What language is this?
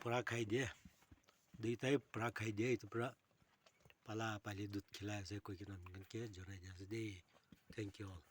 Naga Pidgin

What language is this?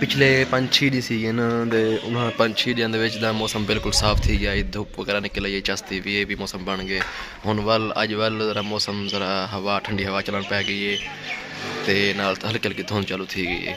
Saraiki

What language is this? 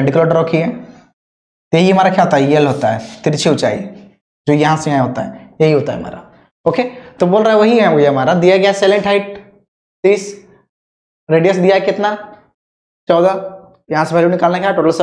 Hindi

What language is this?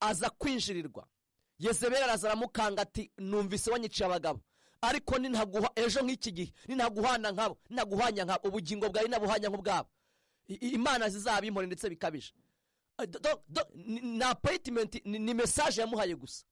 Kinyarwanda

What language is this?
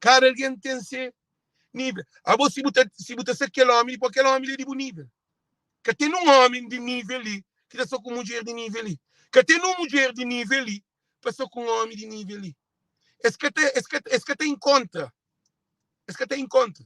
Kabuverdianu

